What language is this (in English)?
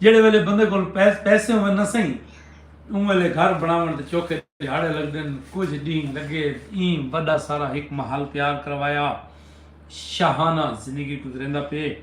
Saraiki